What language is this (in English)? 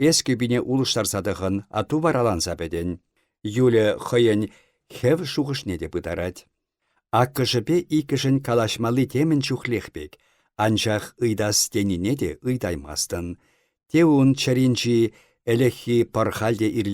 Chuvash